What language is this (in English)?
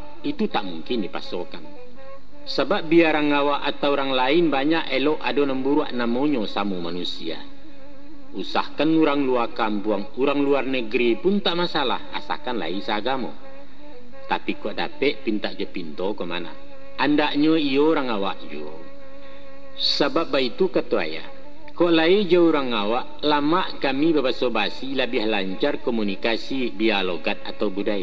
Minangkabau